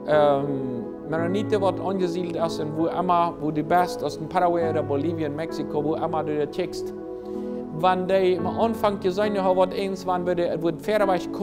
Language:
Plautdietsch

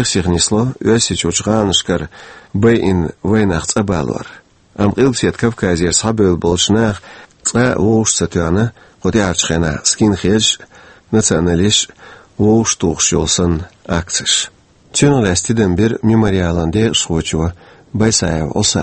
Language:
Chechen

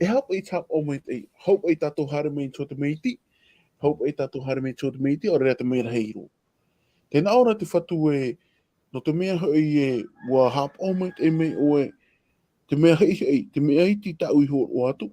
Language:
Tahitian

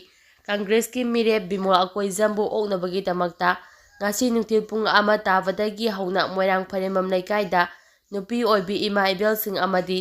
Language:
Manipuri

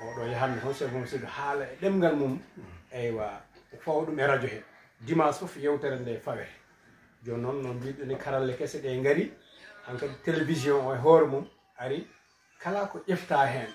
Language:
Fula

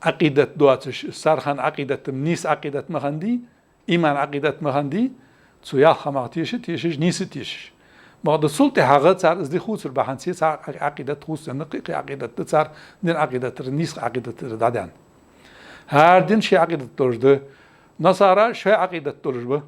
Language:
Ingush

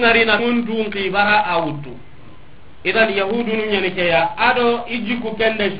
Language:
Soninke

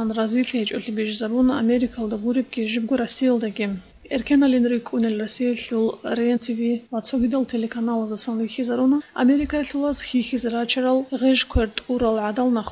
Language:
Avaric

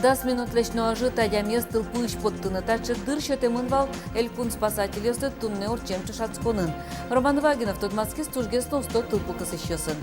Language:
Udmurt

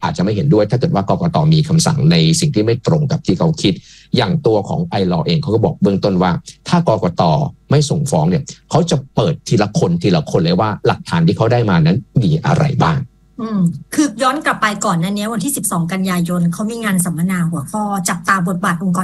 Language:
Thai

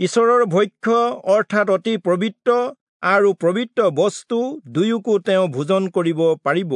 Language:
Assamese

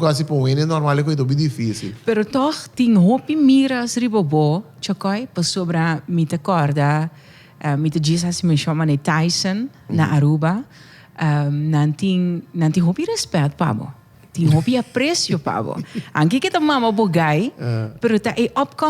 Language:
Papiamento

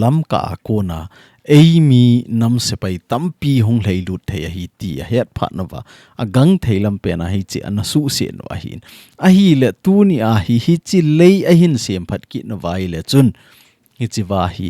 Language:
Thado Chin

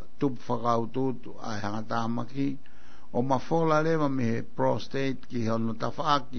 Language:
Tongan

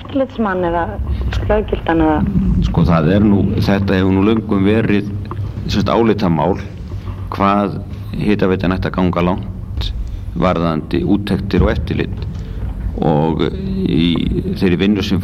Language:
Icelandic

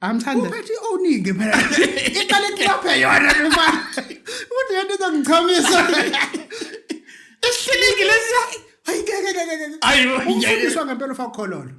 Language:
Zulu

